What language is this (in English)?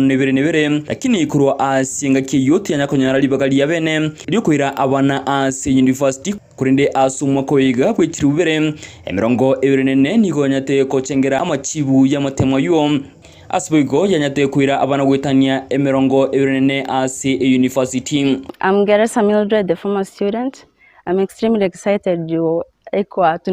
Gusii